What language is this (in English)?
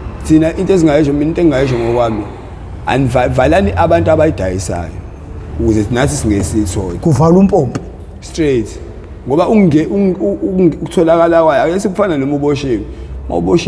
Zulu